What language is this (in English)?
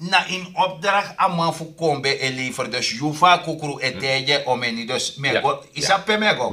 Sranan Tongo